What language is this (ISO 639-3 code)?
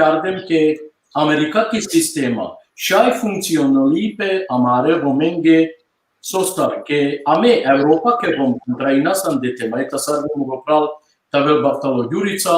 rmn